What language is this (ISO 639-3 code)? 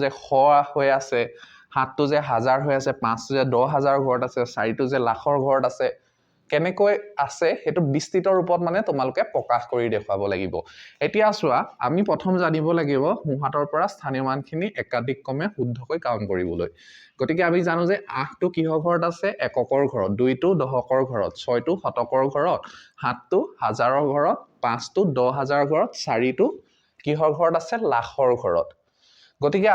asm